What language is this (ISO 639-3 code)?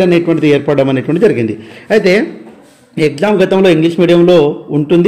tel